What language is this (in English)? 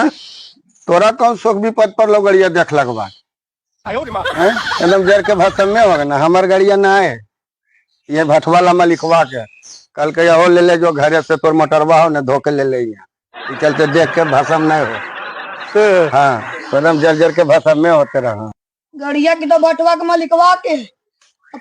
Magahi